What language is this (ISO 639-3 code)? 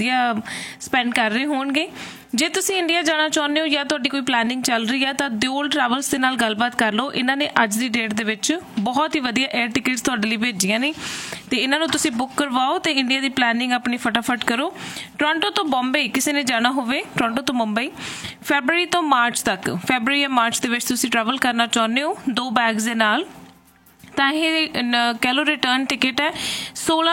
pan